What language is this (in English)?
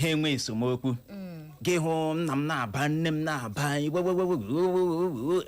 Igbo